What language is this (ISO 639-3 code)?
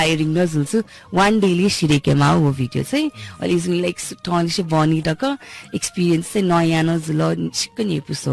new